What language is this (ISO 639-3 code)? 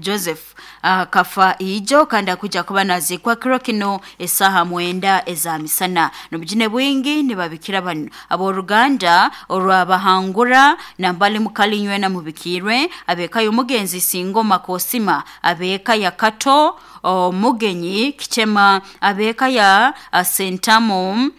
nyo